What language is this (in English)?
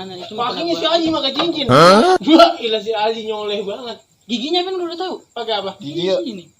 Betawi